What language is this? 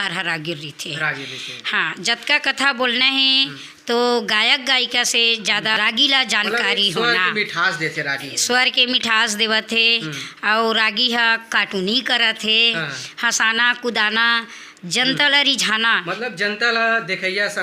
Chhattisgarhi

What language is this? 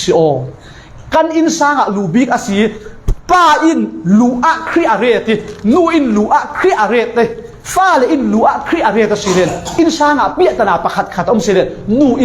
Falam Chin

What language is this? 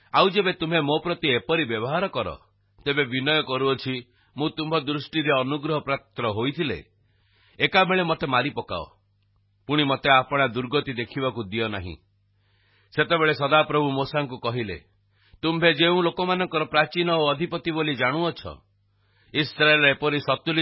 Odia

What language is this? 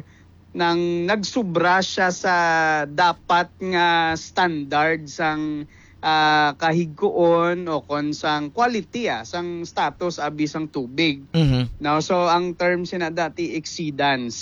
Hiligaynon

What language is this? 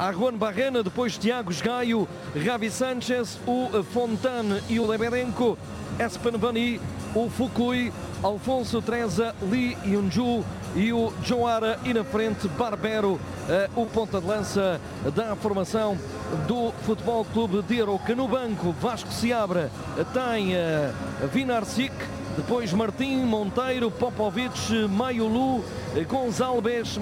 Portuguese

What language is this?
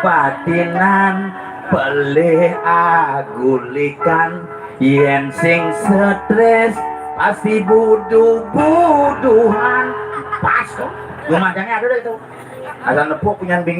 Balinese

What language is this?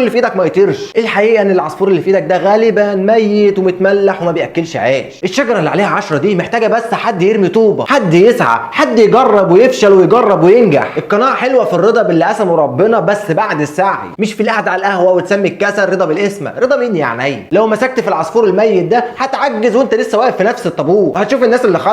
Egyptian Arabic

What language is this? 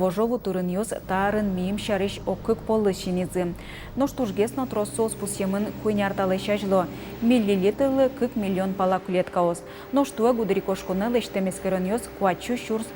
Udmurt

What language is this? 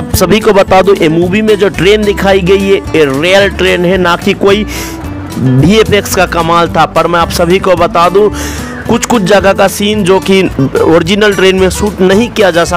Hindi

